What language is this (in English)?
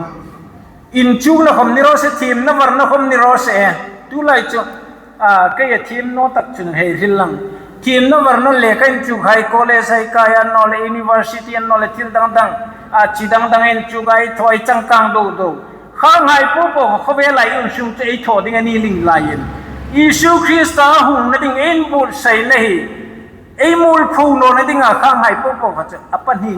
Hmar